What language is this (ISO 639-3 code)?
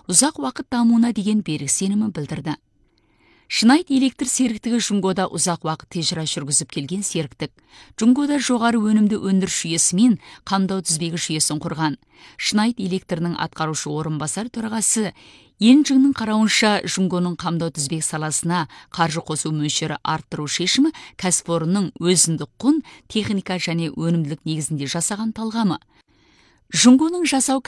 kaz